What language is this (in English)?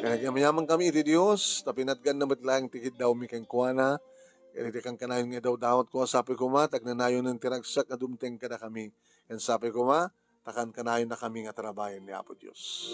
Iloko